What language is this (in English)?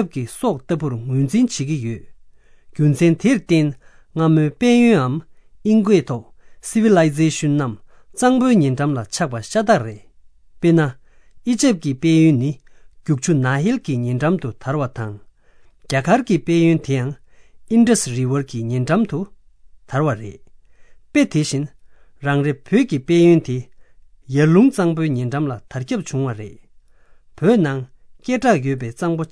Tibetan